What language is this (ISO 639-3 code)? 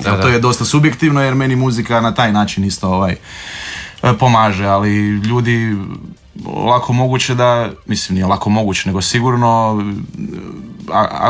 hrv